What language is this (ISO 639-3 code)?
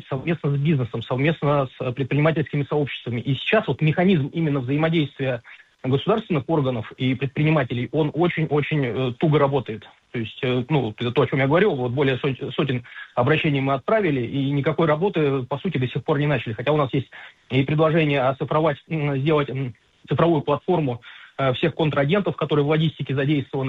rus